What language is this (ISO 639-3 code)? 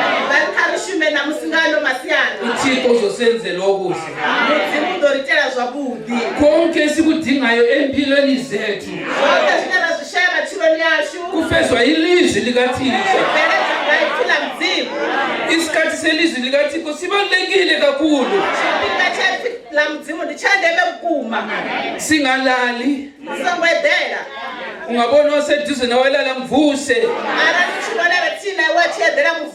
ven